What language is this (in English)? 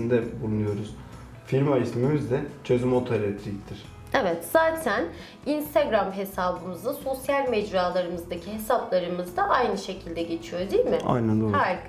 Turkish